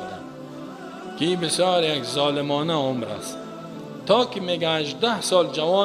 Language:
Persian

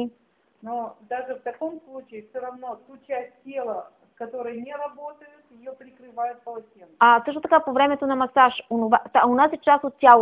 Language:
Bulgarian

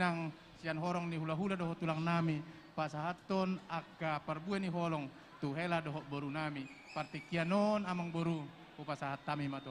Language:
Batak Toba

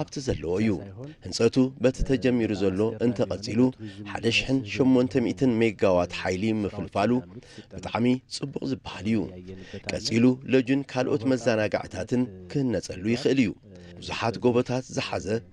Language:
Tigrinya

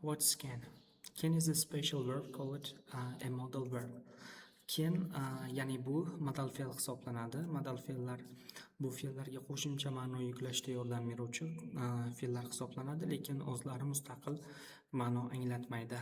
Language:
Uzbek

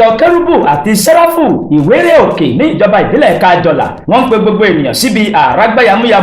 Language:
Yoruba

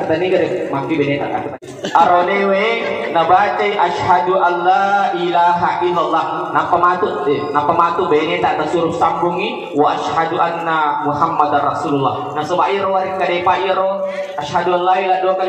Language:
Buginese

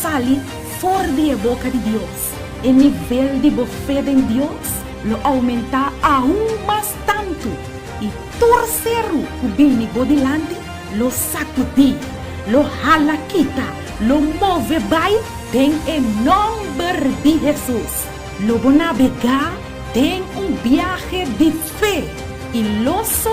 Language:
Papiamento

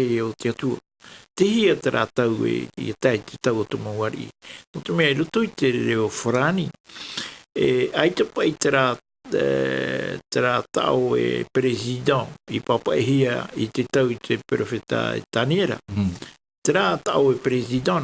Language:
Tahitian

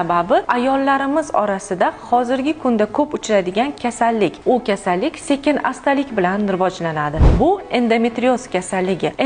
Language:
Uzbek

